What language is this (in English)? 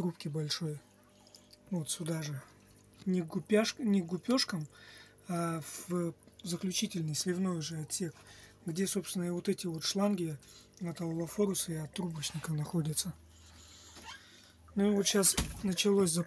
Russian